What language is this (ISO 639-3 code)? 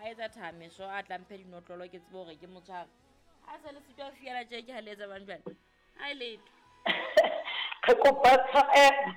sot